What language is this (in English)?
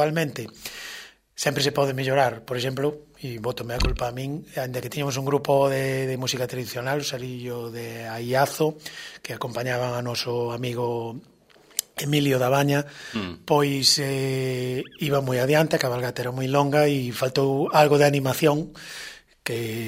Galician